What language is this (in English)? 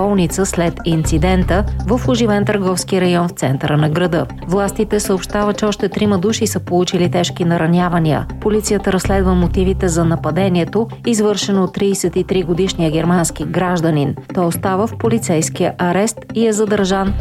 Bulgarian